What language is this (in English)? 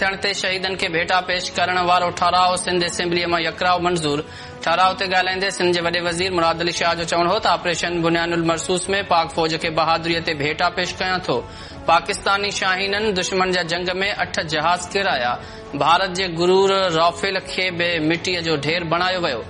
Sindhi